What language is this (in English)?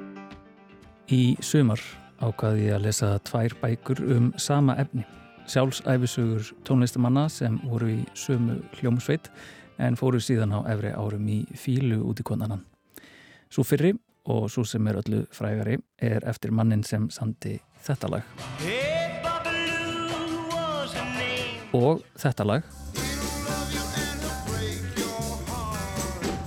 Icelandic